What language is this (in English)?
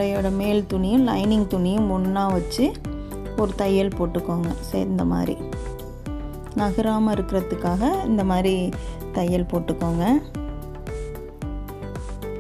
Tamil